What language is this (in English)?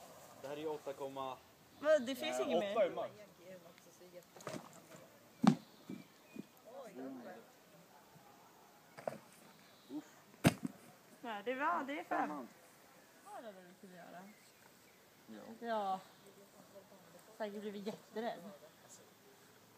Swedish